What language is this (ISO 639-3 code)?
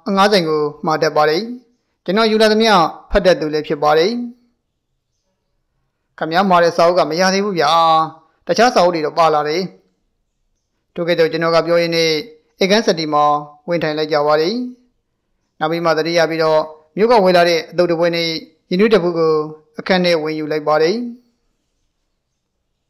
mya